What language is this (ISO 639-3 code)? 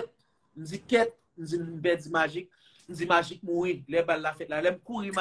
hat